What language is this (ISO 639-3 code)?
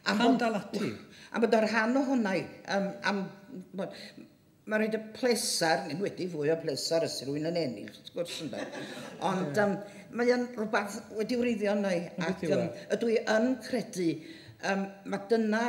cym